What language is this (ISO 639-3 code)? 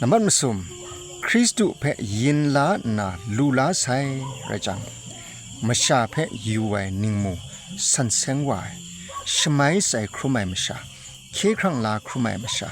kac